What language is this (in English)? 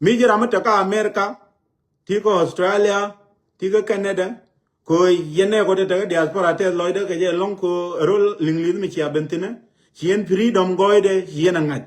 Nuer